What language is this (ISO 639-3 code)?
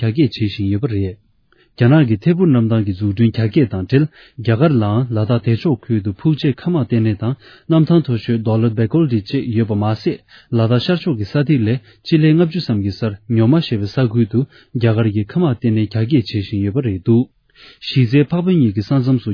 bod